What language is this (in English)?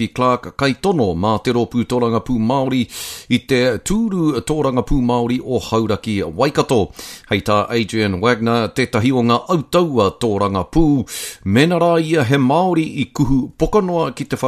Māori